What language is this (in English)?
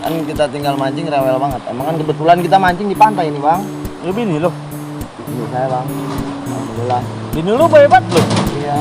Betawi